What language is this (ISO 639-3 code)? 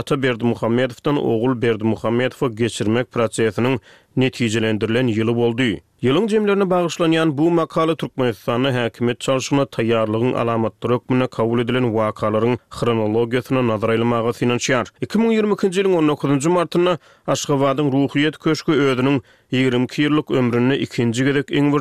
tuk